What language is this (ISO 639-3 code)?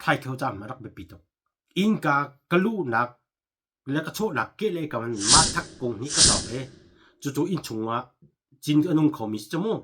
cnh